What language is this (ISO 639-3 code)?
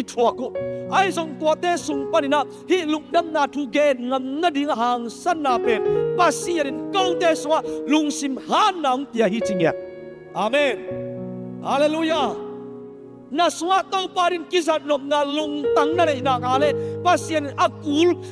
ctd